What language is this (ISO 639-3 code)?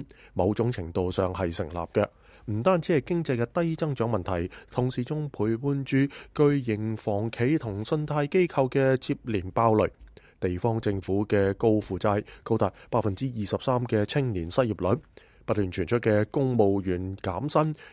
yue